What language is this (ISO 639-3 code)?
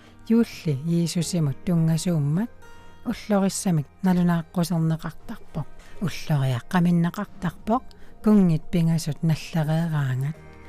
kal